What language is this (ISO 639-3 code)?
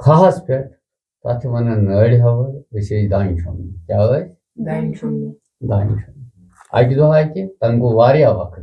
kas